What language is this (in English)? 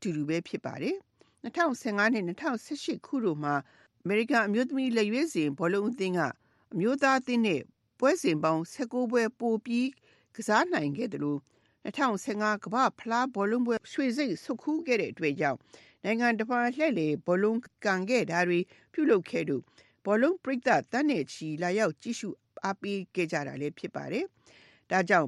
Burmese